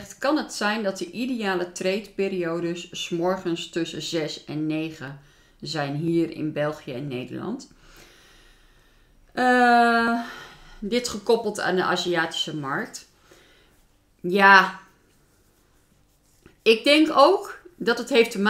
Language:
Dutch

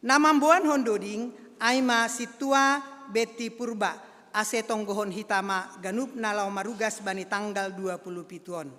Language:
Batak Simalungun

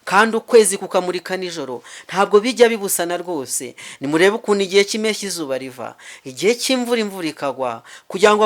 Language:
Kinyarwanda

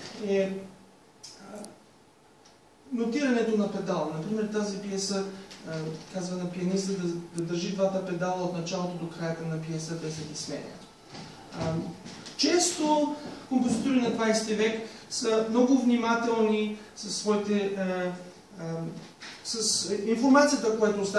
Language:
Bulgarian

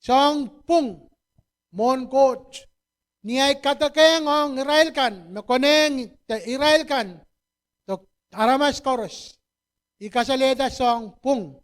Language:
Pohnpeian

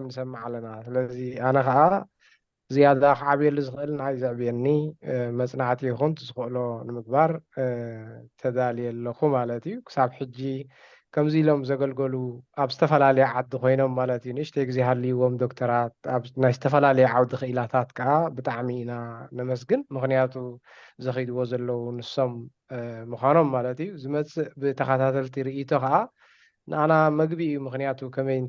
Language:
Tigrinya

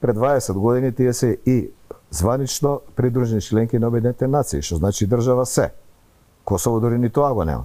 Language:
Macedonian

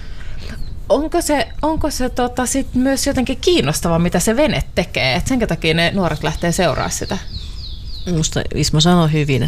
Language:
Finnish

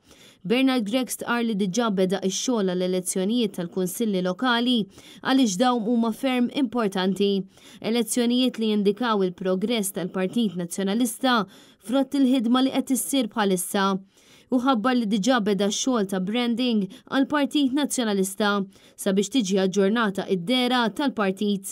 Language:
Maltese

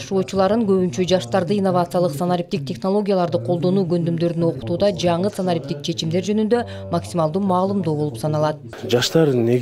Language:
Kyrgyz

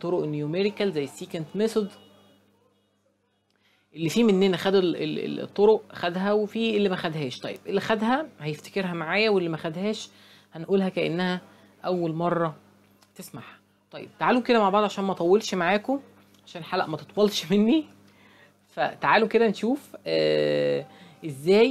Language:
Egyptian Arabic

